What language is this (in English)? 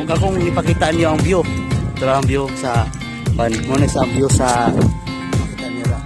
Cebuano